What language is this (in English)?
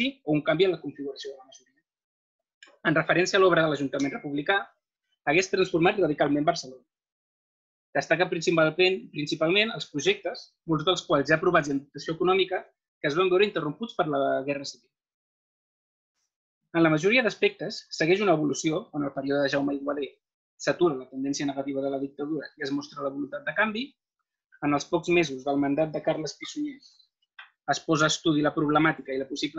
Catalan